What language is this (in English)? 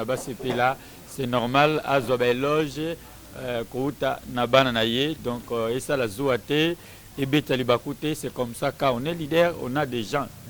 Lingala